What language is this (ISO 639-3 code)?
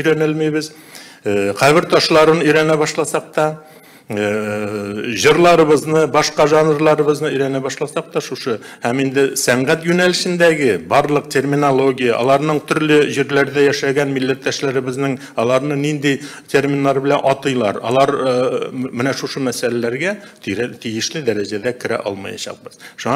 tat